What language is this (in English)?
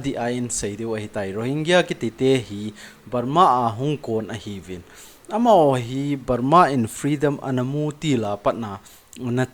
Thado Chin